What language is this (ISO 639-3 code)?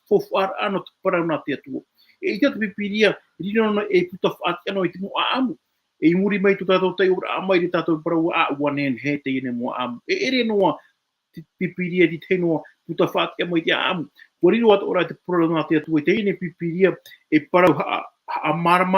tah